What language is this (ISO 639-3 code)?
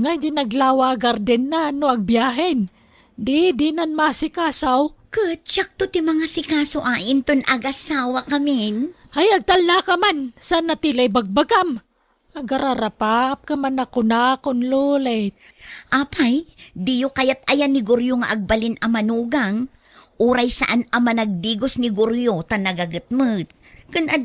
ilo